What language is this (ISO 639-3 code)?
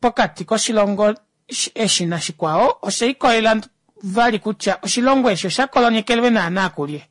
kua